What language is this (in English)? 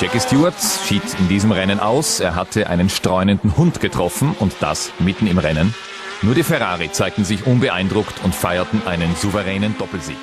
Bavarian